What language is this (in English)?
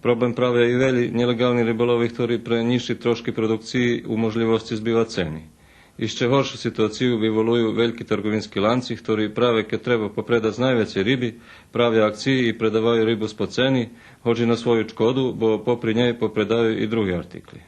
Rusyn